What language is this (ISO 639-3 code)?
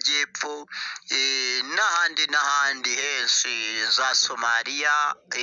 kin